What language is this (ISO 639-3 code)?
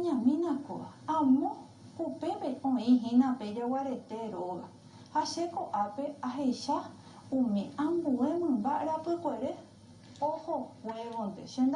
grn